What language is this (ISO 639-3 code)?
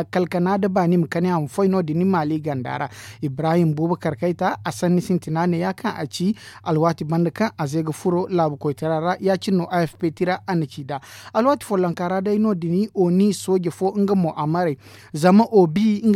dje